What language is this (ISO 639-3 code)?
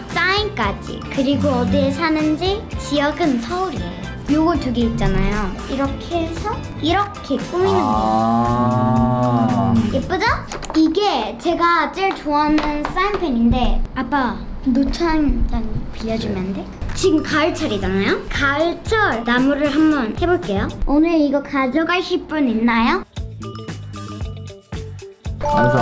kor